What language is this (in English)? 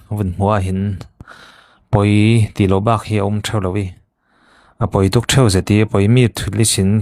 Falam Chin